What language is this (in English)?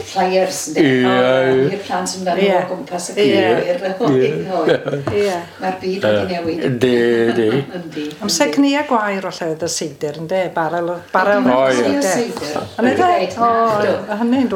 Welsh